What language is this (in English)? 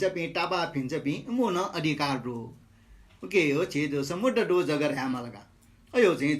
Newari